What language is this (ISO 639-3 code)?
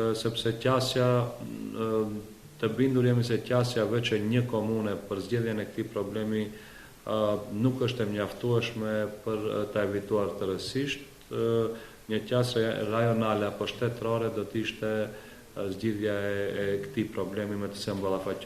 sqi